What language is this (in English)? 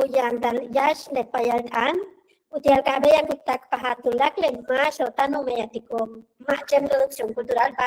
Yucateco